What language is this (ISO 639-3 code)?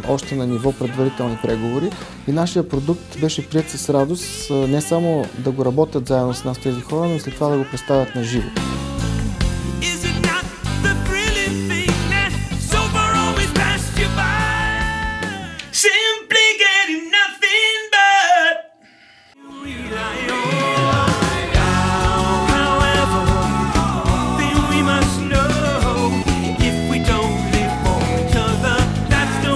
bul